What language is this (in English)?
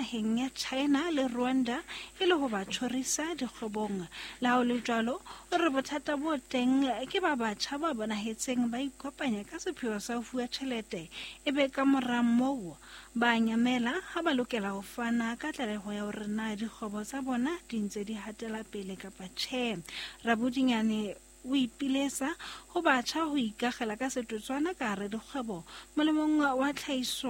Southern Sotho